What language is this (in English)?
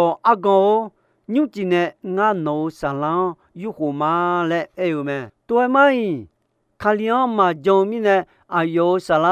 Akha